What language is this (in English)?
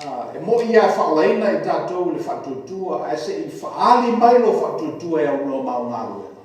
Samoan